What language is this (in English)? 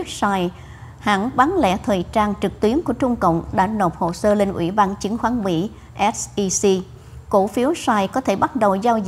Vietnamese